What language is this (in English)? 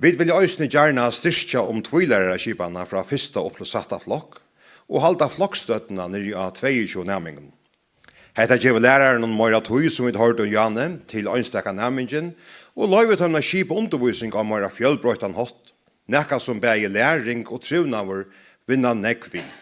Faroese